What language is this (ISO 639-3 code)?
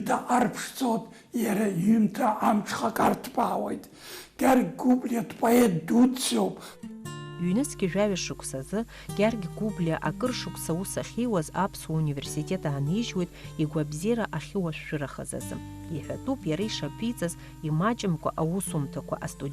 abk